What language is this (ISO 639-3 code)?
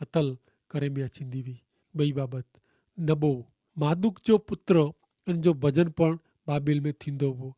kfr